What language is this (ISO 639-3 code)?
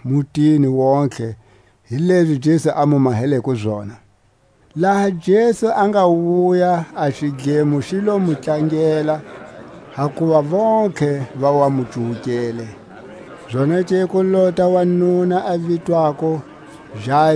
tsc